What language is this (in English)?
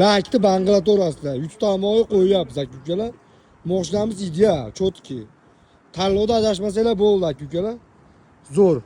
Uzbek